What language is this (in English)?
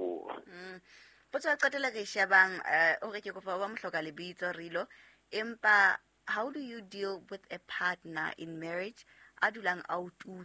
Southern Sotho